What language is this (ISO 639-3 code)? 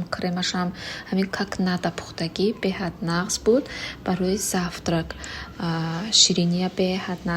tgk